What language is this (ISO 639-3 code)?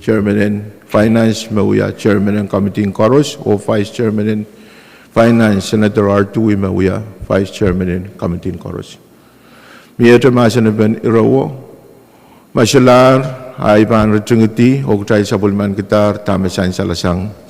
pon